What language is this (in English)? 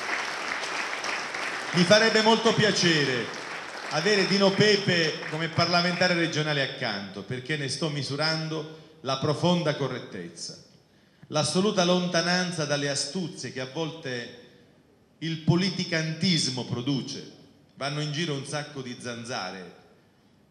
Italian